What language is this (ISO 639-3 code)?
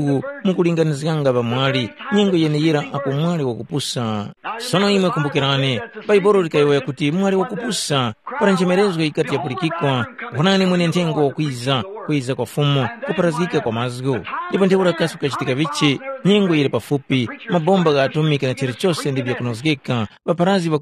tum